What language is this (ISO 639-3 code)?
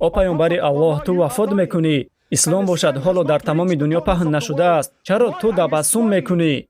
tgk